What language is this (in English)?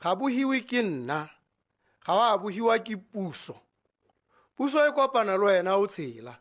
Tswana